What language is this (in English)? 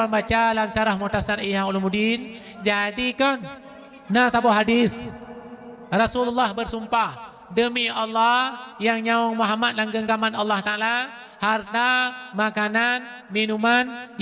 Achinese